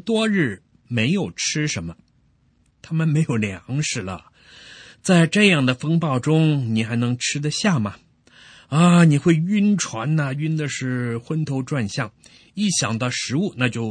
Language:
Chinese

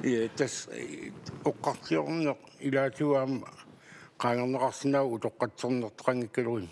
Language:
Kalaallisut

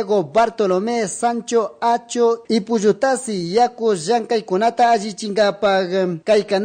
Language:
Chimborazo Highland Quichua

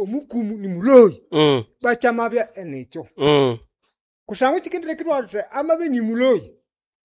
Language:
Nande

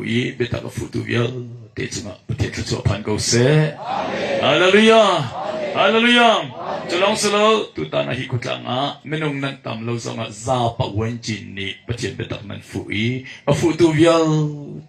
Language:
Hakha Chin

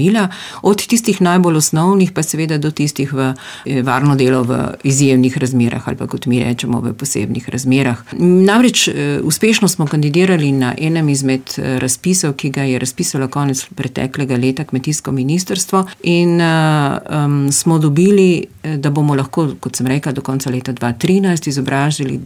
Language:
Slovenian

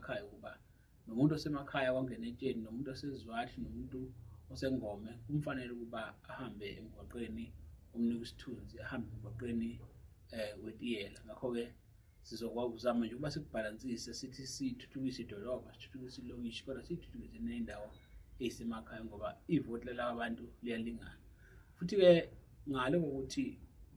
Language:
Zulu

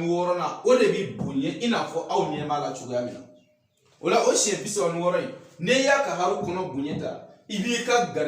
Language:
Bambara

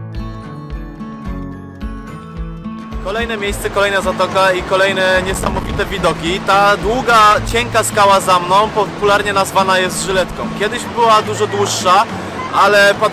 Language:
Polish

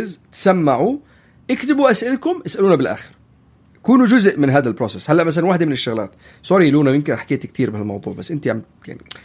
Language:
North Levantine Arabic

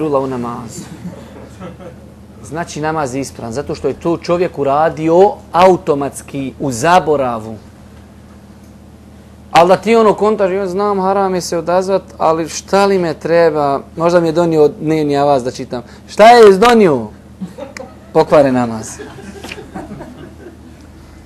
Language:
Bosnian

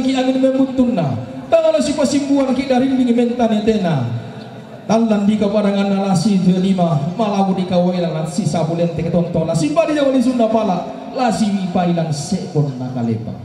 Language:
Toraja-Sa'dan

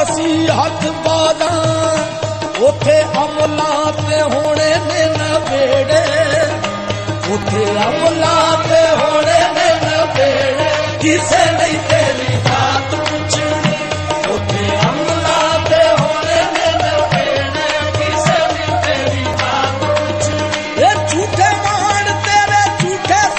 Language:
Punjabi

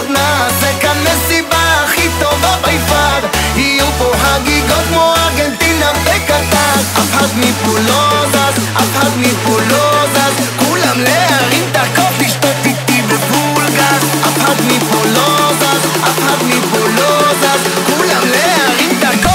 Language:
Hebrew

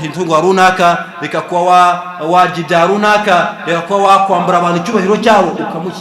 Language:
Kinyarwanda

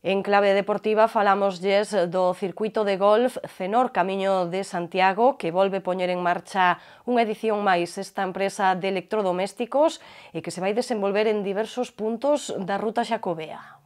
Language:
Galician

